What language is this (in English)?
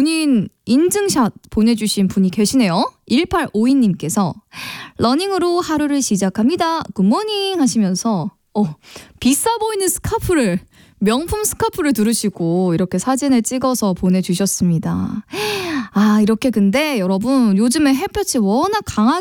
Korean